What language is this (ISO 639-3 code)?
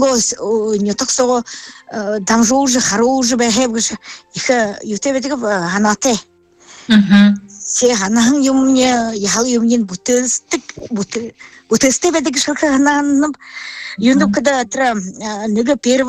bua